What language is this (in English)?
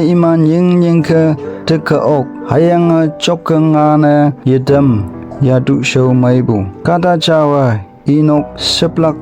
Konyak Naga